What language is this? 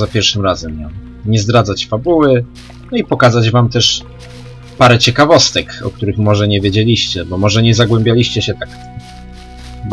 Polish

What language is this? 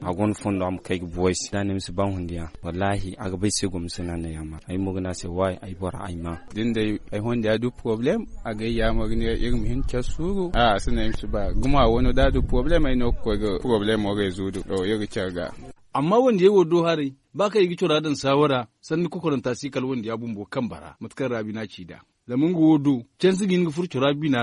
Zarma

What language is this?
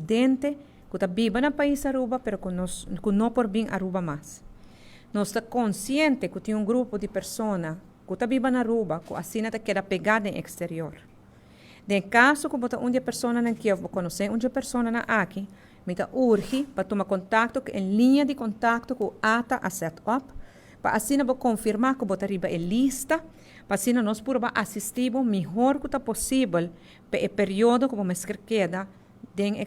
Papiamento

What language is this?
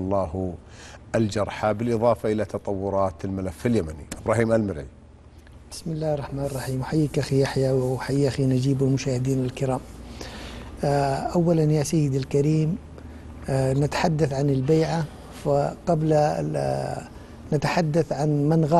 Arabic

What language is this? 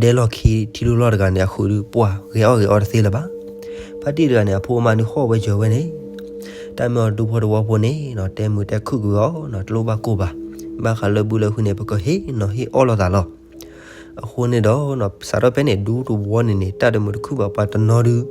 S'gaw Karen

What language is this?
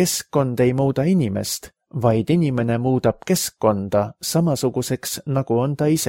Estonian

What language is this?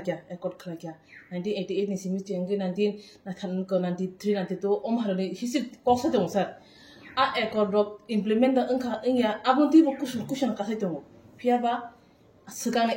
Kok Borok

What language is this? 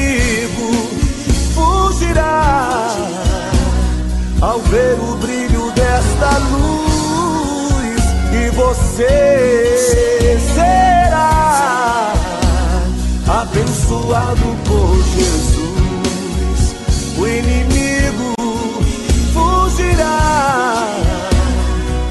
Portuguese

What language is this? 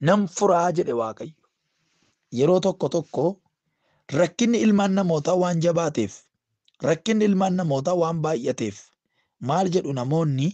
Oromo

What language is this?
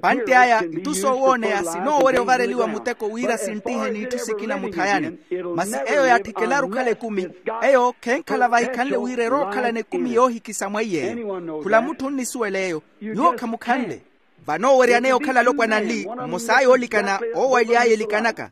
Makhuwa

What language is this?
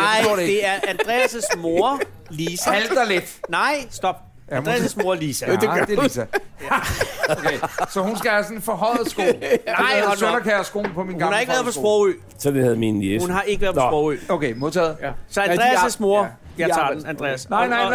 Danish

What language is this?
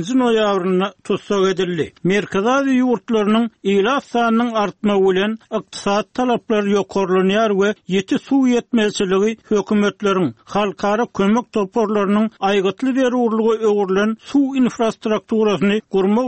Turkmen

